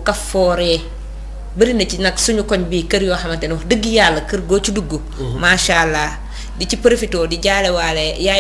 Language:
Wolof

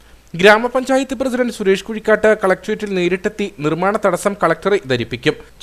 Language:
Malayalam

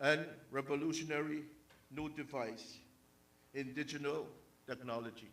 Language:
Pohnpeian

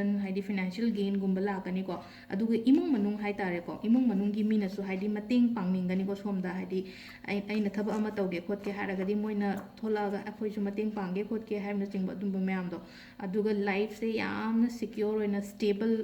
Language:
Manipuri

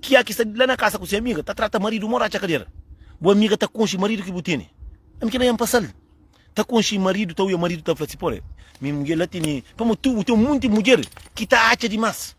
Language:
Kabuverdianu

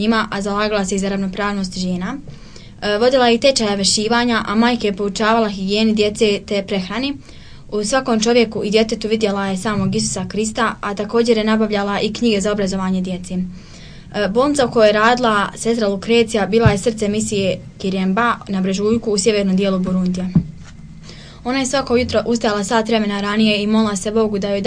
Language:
Croatian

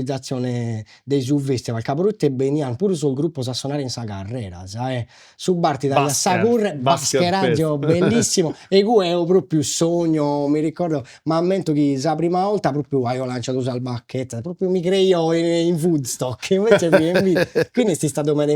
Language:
Sardinian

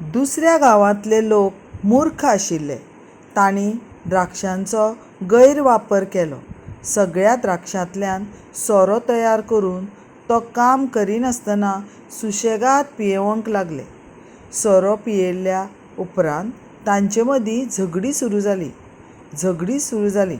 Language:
Konkani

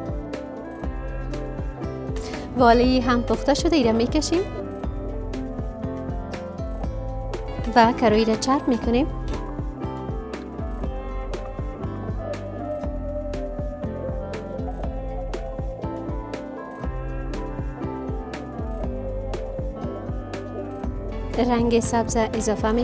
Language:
Persian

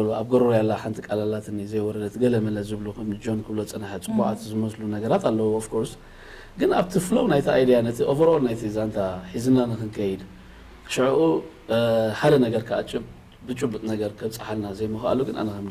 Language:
Tigrinya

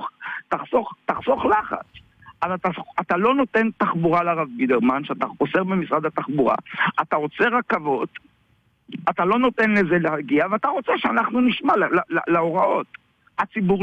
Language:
Hebrew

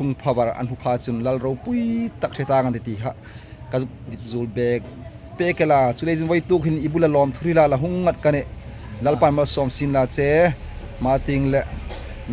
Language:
Hmar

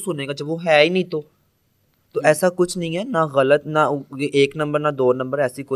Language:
Hindi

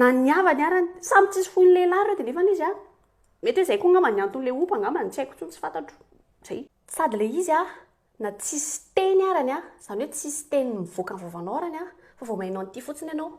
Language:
Malagasy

